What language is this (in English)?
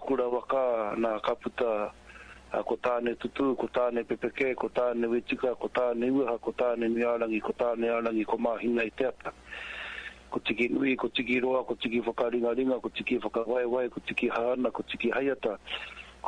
Māori